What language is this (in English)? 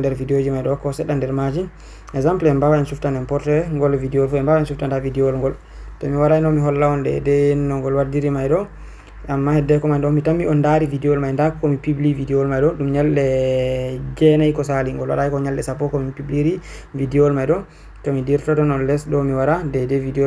Fula